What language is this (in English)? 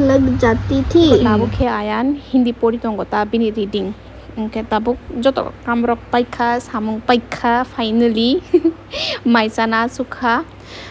Kok Borok